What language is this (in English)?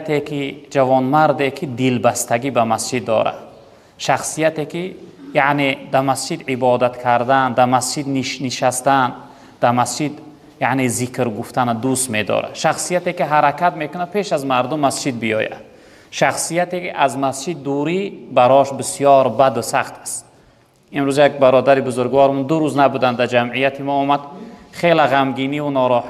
Tajik